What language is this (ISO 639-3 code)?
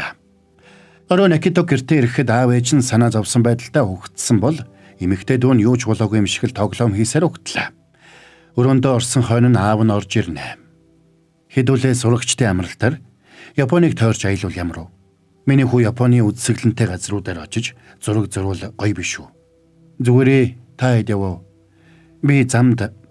mon